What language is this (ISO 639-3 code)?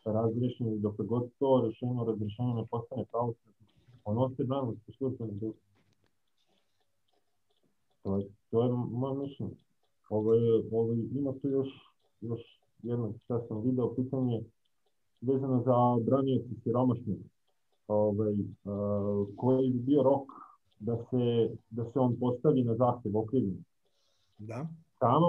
srp